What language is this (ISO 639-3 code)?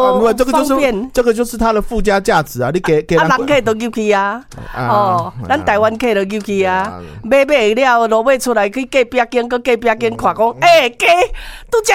nan